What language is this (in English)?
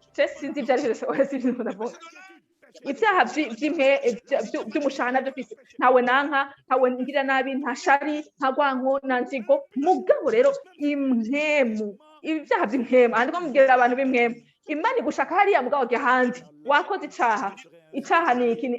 Rundi